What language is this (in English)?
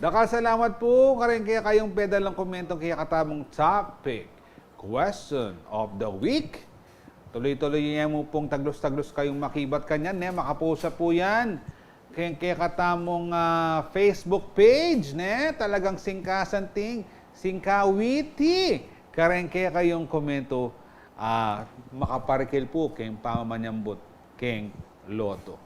Pampanga